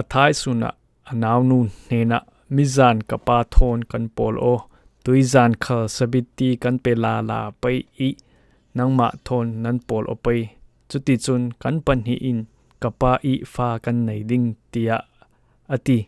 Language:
Falam Chin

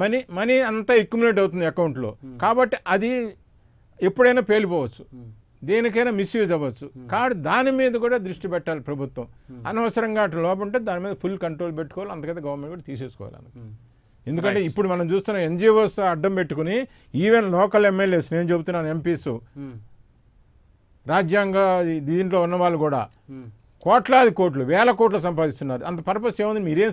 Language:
Telugu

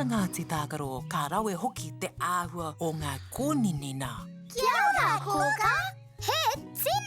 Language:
Māori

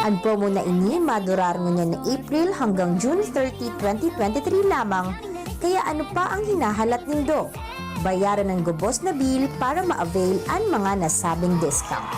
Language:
Bikol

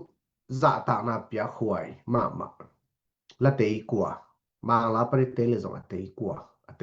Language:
Tedim Chin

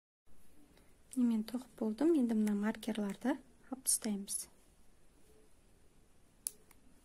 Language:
Kazakh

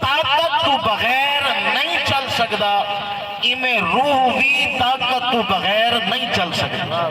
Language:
Saraiki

